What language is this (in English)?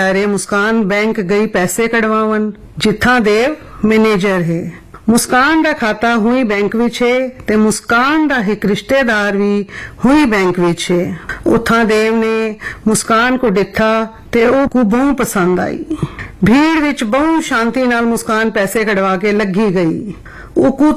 Urdu